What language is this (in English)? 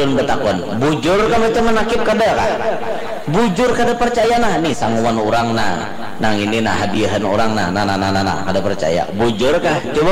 Banjar